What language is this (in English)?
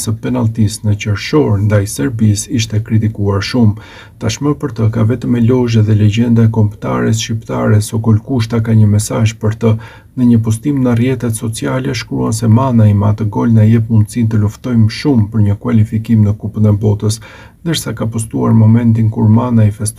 Albanian